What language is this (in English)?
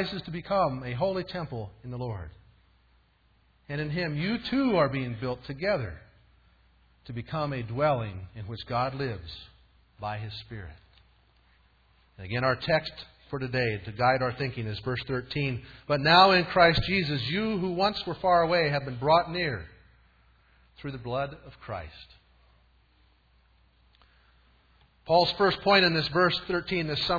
English